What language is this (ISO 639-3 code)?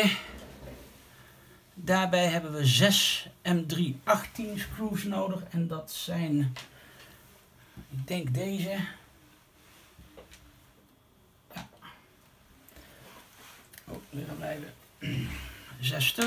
nld